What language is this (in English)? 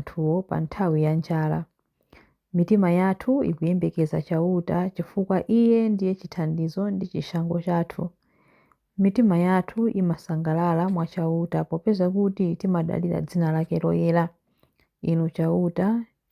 Nyanja